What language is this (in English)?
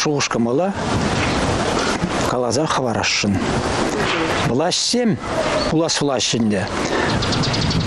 Chuvash